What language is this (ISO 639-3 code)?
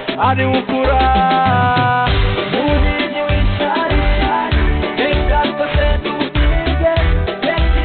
kin